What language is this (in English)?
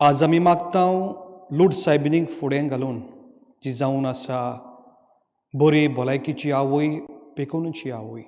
Konkani